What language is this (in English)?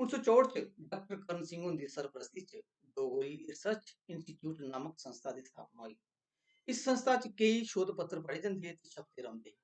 Dogri